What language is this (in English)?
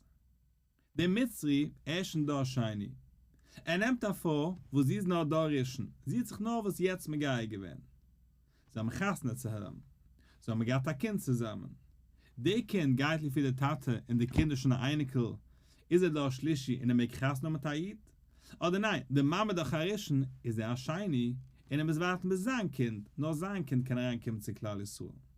Yiddish